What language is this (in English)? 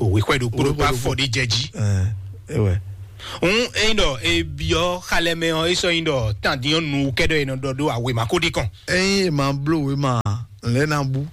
Fon